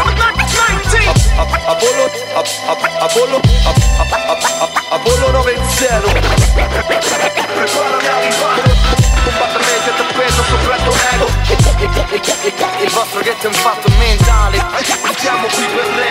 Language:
Italian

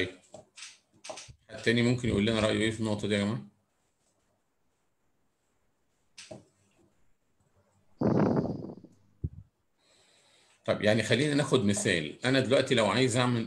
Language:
Egyptian Arabic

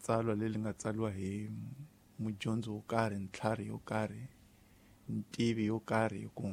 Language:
Tsonga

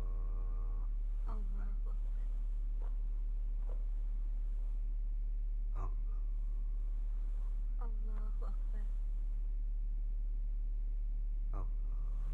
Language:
Indonesian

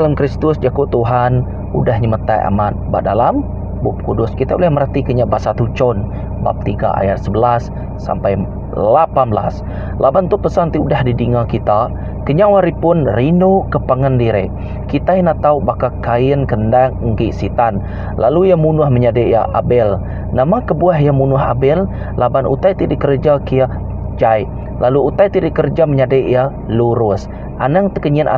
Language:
Iban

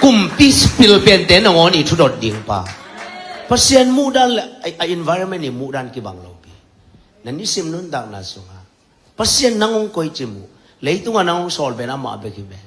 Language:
Tedim Chin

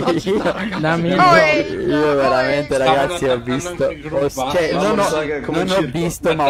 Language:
Italian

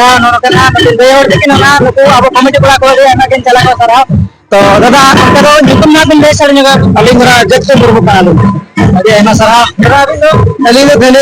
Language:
Santali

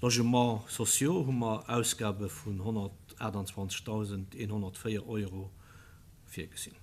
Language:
Luxembourgish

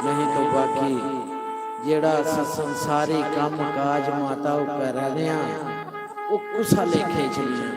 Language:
Dogri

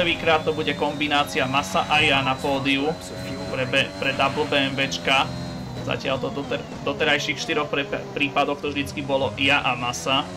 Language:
Slovak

